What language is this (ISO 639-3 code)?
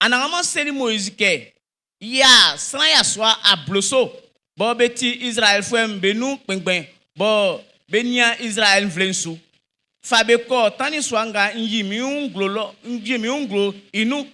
bci